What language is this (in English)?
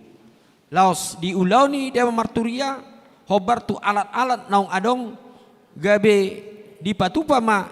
Batak Toba